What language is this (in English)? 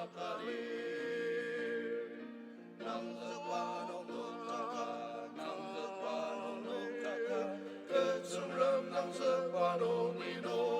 Ao Naga